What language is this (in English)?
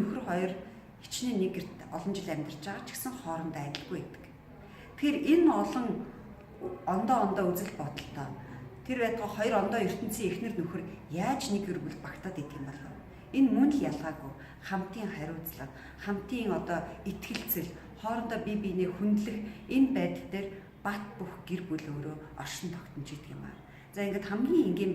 Mongolian